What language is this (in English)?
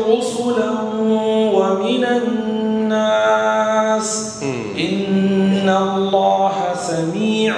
Hausa